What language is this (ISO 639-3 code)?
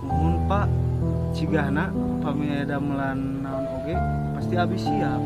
sun